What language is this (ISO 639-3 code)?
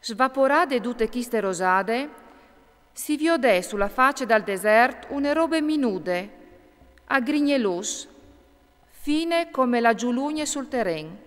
fur